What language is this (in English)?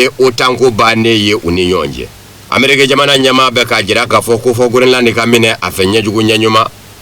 Bambara